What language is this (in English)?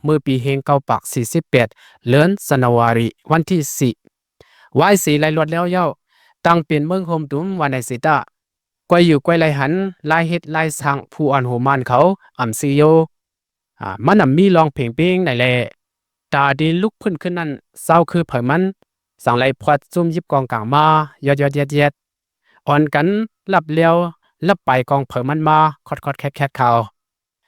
Shan